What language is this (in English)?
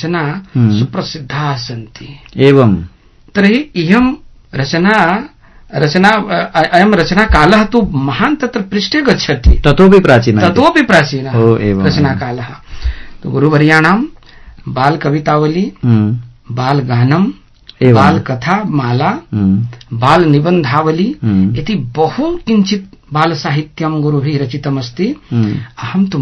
Sanskrit